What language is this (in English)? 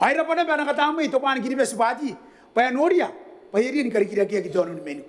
Gilbertese